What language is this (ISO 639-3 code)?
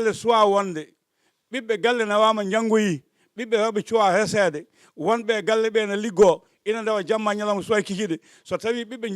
ful